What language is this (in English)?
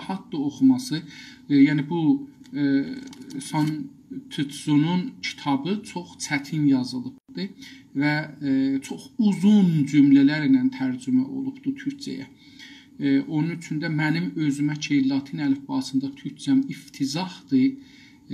South Azerbaijani